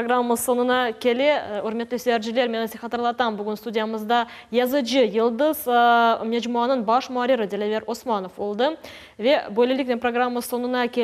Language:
Crimean Tatar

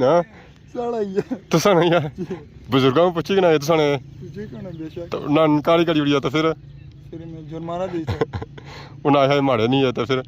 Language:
Pahari-Potwari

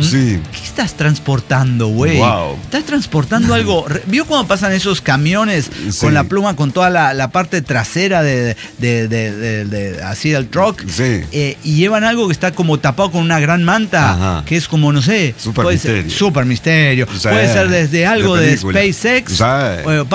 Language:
Spanish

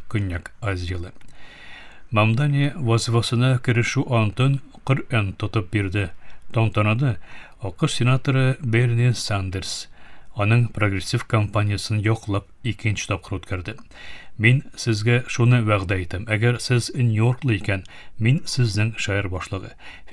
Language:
Tatar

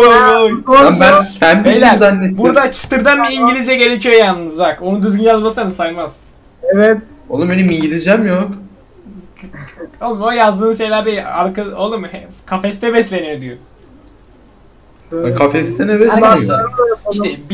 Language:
Turkish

